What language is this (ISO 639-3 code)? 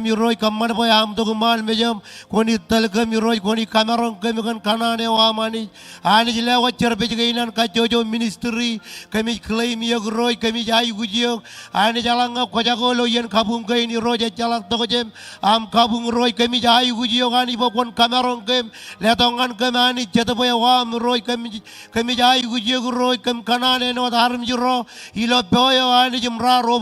mah